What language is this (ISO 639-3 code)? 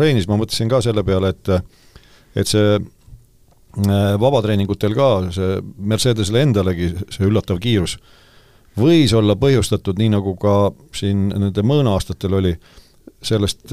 est